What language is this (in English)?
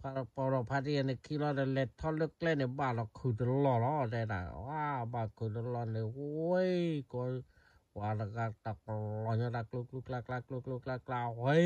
S'gaw Karen